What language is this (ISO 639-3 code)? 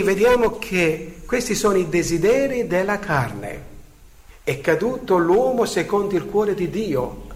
ita